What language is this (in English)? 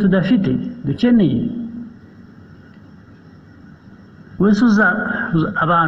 Kinyarwanda